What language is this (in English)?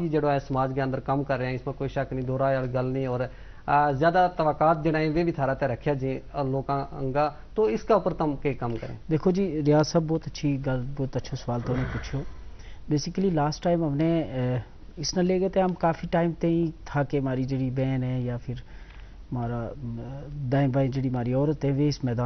Gujari